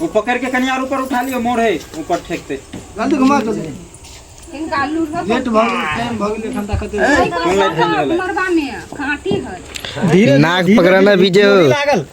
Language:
Maithili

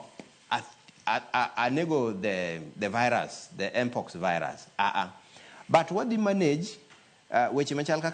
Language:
Luo (Kenya and Tanzania)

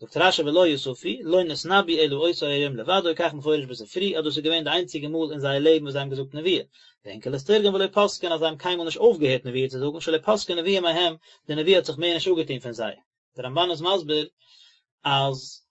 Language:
Yiddish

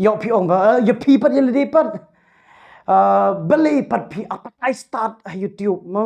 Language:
Khasi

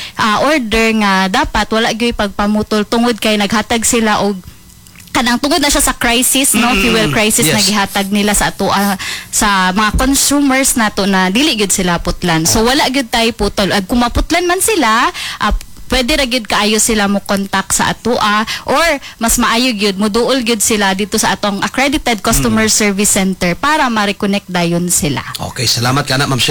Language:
Cebuano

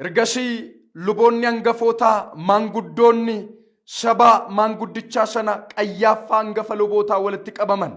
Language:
Oromo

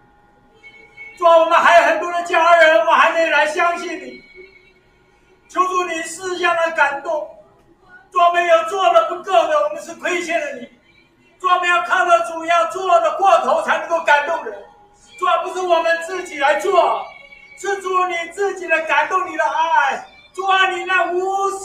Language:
Chinese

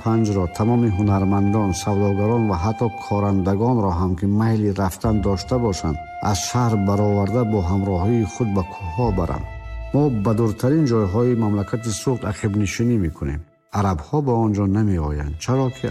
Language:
Tajik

